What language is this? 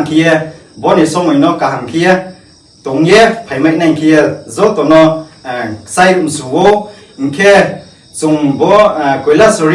Riang (India)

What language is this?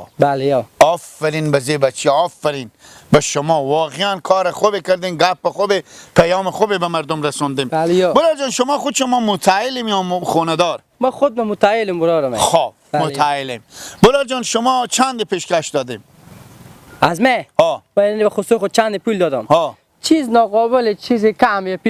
Persian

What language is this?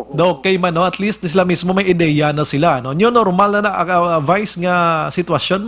Hiligaynon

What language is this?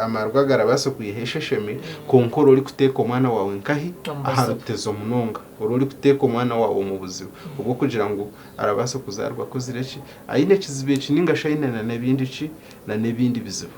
Nyankole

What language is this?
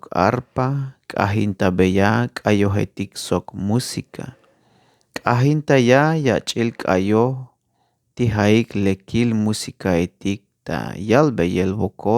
Tzeltal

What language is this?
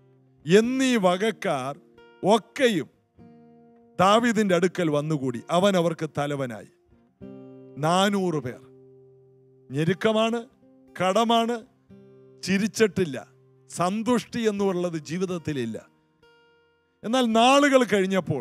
Malayalam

